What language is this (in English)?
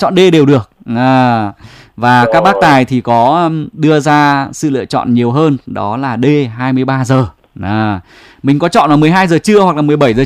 Vietnamese